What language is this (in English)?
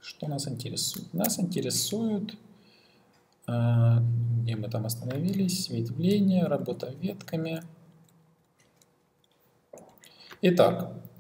Russian